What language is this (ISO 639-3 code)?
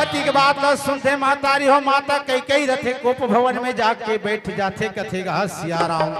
hne